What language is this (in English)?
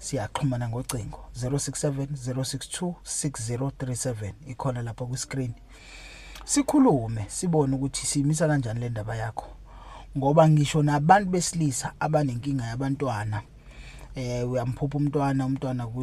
Zulu